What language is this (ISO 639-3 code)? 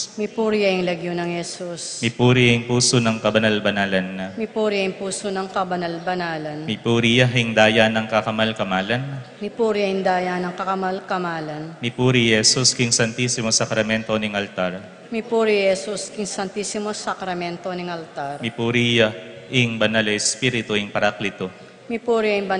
pam